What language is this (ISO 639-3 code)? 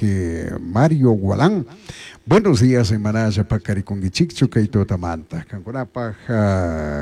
qug